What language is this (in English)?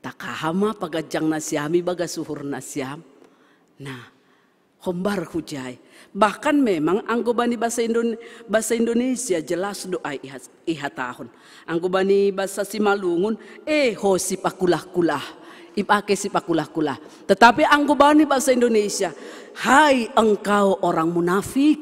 Batak Simalungun